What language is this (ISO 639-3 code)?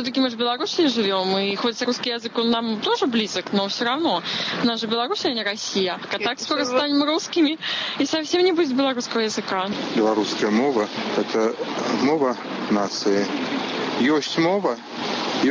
bel